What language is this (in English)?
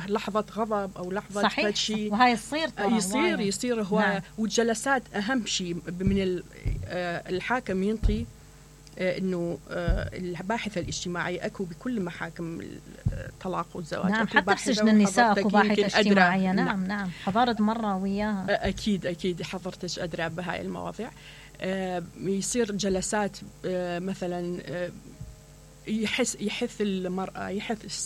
Mesopotamian Arabic